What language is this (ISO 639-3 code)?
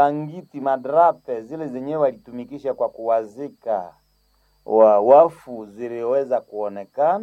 swa